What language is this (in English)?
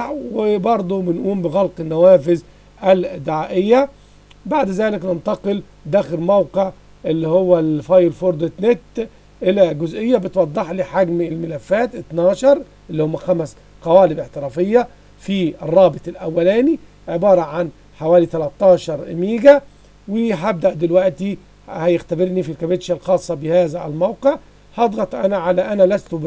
Egyptian Arabic